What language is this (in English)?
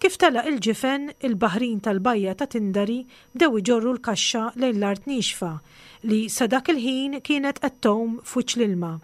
Maltese